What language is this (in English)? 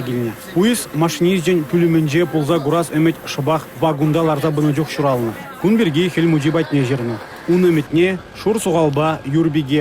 Chuvash